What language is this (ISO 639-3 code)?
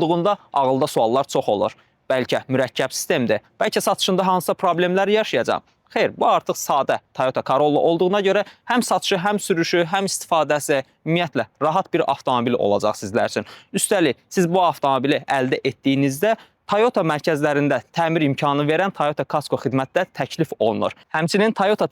aze